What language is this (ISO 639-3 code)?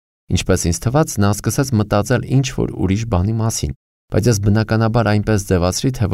hye